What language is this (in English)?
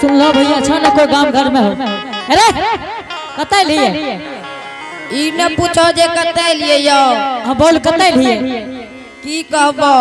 Angika